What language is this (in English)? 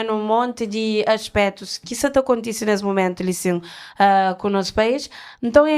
Kabuverdianu